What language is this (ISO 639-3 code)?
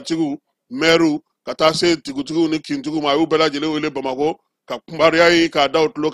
bam